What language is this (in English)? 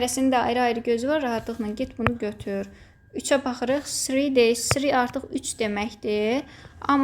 Azerbaijani